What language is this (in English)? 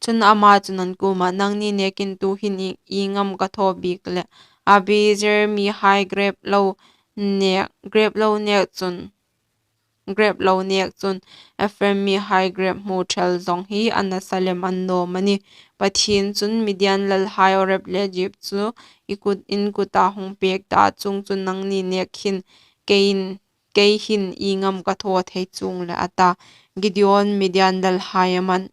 Hmar